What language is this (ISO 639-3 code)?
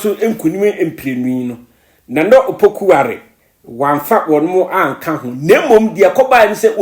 aka